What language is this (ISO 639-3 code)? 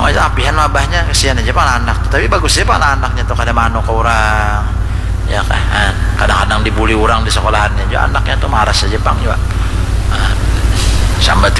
bjn